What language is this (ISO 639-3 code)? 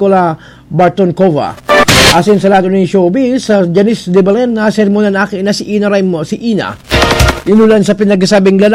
bik